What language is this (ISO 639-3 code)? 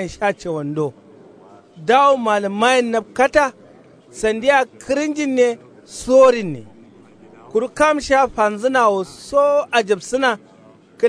kau